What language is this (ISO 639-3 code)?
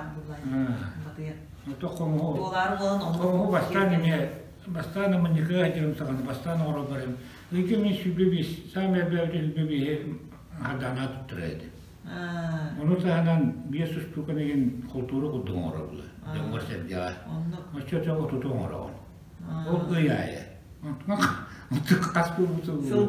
sah